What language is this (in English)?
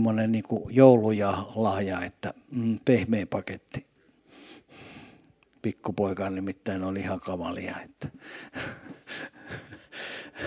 Finnish